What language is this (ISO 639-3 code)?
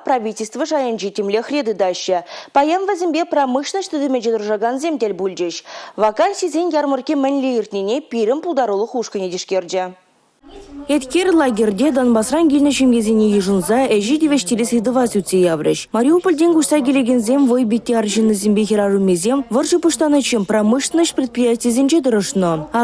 chv